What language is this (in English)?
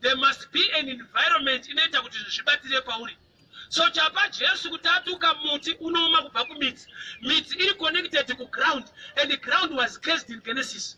Shona